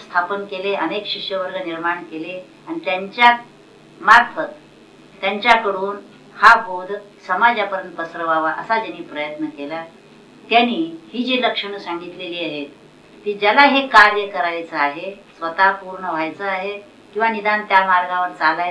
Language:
Marathi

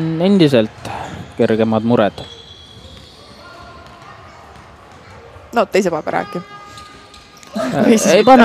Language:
Estonian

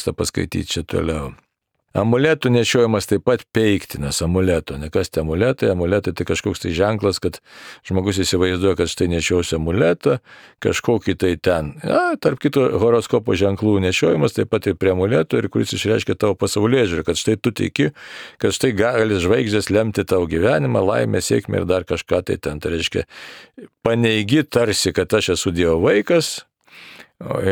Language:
Lithuanian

